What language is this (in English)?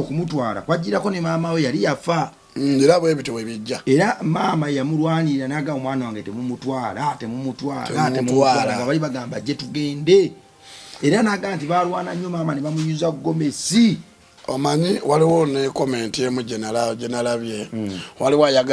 Ganda